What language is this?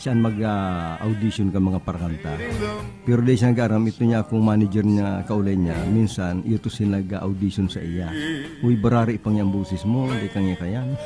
Bikol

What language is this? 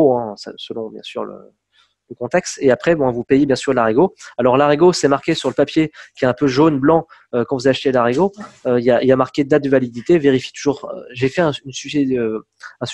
French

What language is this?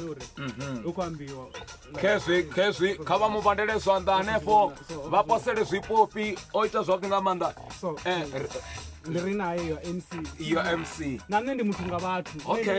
Venda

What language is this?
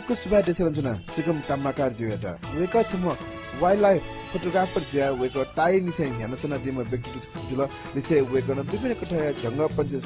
Newari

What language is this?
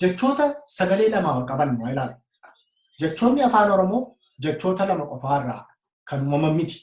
Oromo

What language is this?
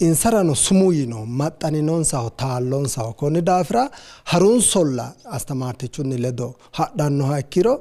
Sidamo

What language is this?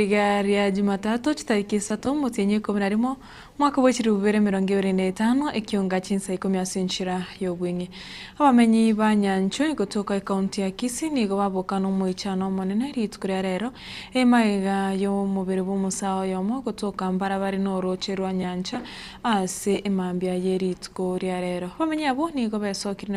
Gusii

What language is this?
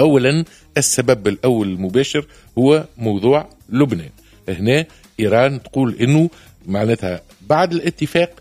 Tunisian Arabic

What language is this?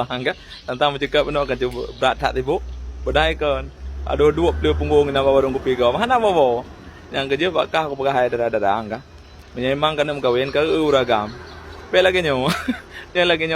Achinese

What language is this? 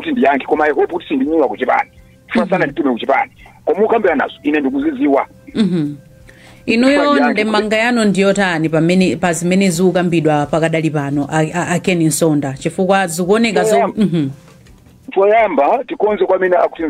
Nyanja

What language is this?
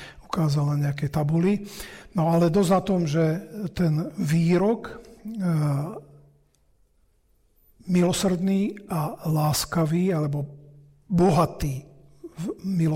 Slovak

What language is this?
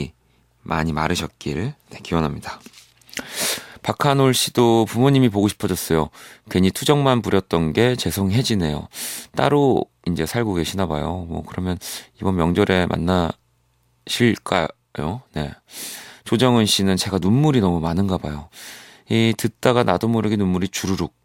Korean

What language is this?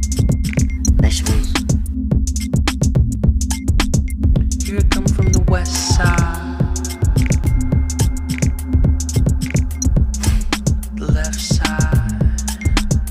Hindi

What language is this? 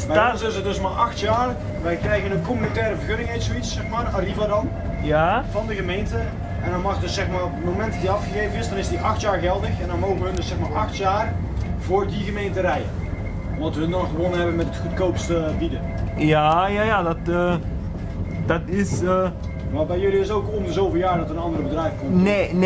Dutch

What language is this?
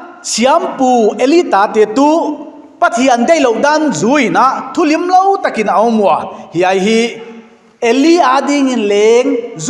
Paite Chin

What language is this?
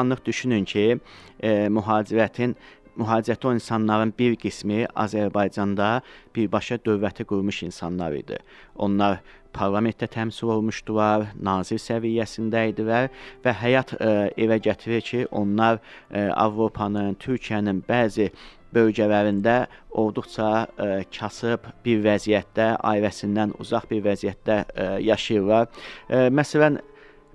Azerbaijani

